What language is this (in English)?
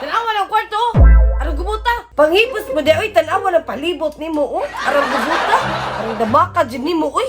Cebuano